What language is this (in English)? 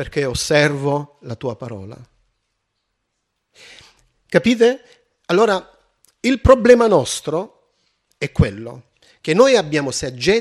Italian